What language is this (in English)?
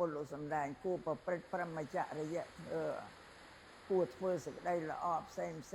Khmer